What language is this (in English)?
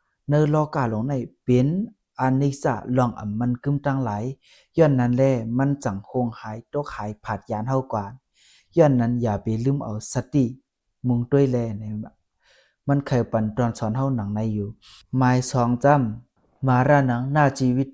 Shan